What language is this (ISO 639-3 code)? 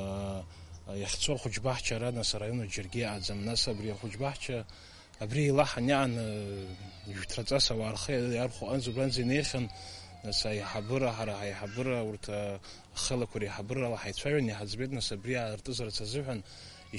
abk